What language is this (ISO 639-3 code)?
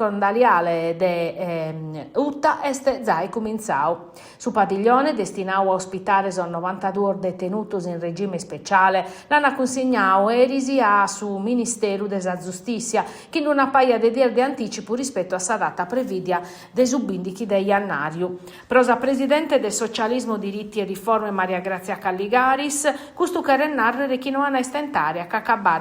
srd